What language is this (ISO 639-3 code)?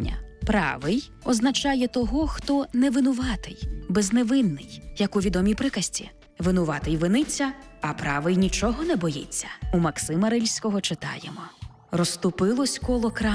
ukr